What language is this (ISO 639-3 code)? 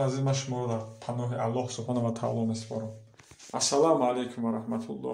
tgk